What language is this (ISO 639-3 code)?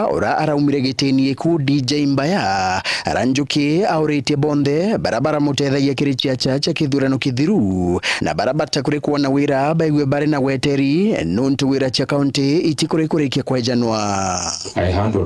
mer